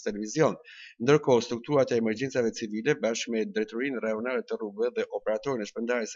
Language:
Albanian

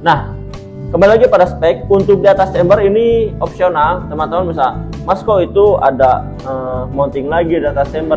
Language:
Indonesian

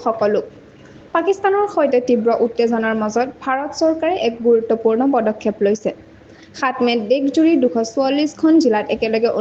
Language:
Assamese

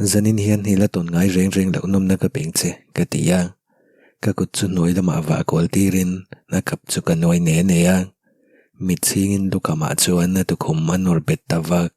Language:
Mizo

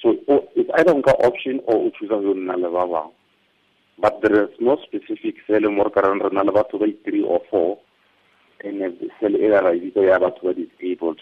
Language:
Tswana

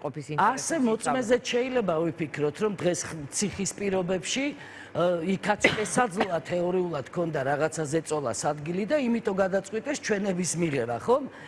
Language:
Georgian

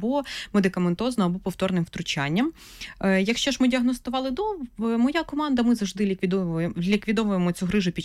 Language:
Ukrainian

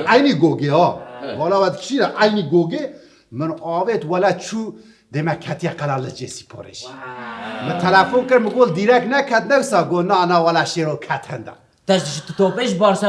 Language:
Kurdish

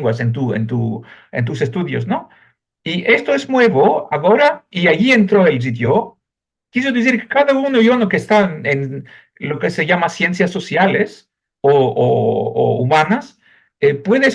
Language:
Ladino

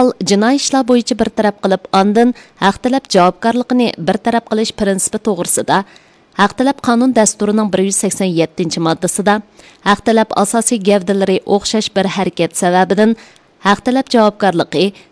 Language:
Uyghur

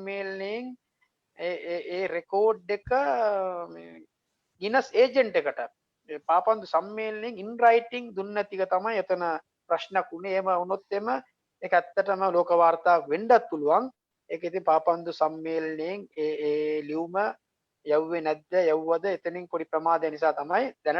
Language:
Sinhala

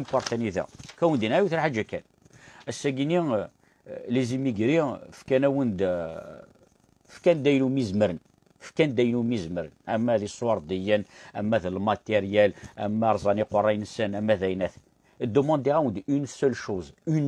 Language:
Kabyle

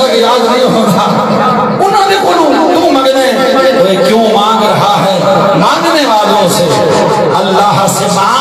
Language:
Saraiki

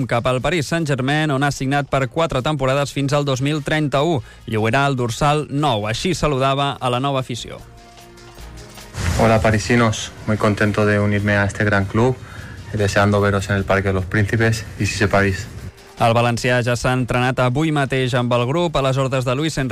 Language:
Catalan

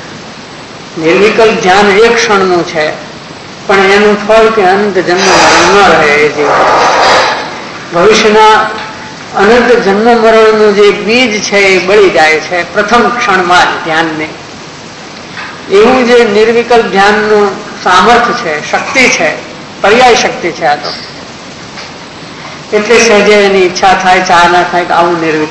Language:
Gujarati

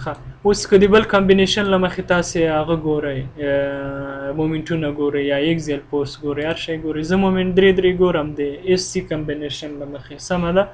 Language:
Pashto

